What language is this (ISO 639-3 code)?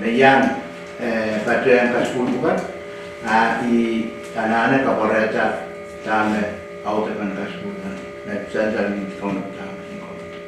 pon